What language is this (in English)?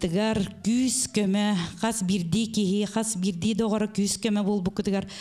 Yakut